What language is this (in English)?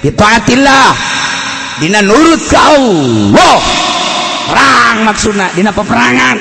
Sundanese